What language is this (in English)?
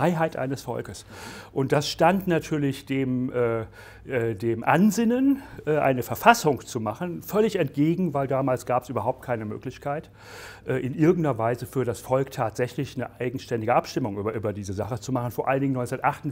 German